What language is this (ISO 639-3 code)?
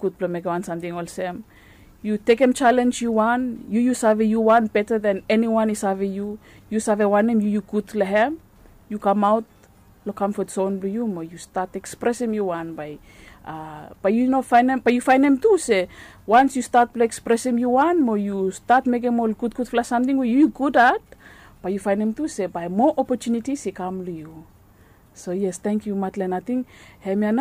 bis